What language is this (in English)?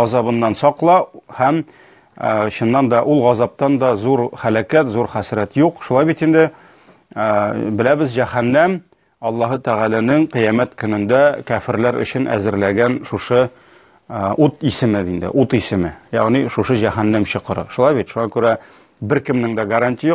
Tatar